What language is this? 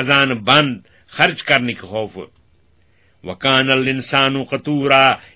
Kashmiri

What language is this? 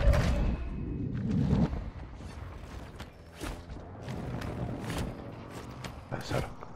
Hungarian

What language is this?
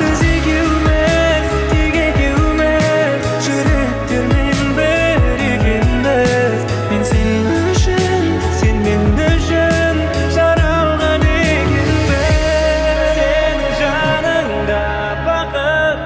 Kara-Kalpak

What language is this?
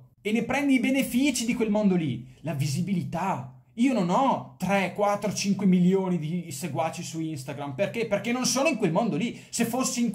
Italian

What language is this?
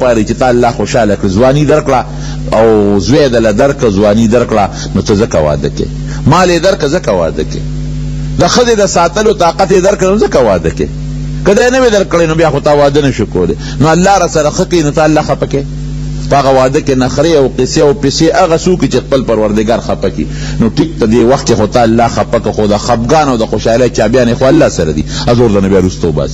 Pashto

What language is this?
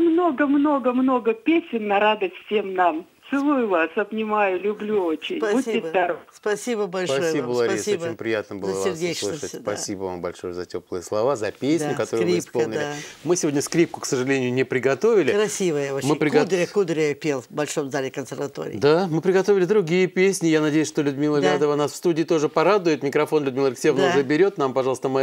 Russian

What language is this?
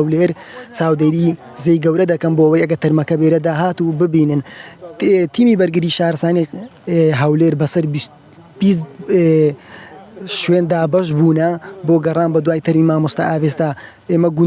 Central Kurdish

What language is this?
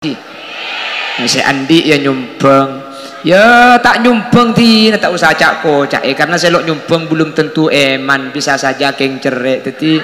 Madurese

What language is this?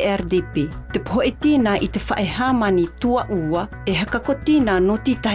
South Marquesan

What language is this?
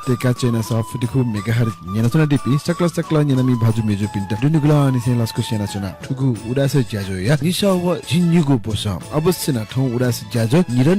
Newari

